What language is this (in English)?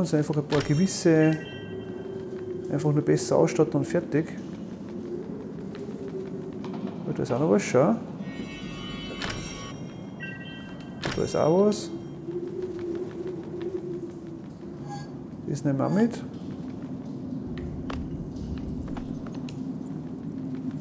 German